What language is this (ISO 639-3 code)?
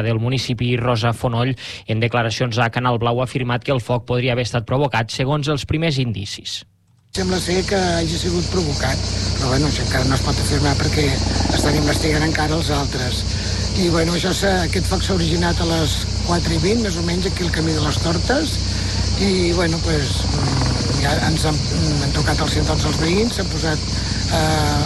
cat